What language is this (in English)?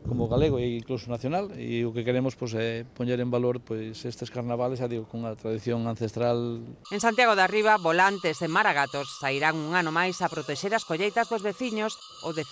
Galician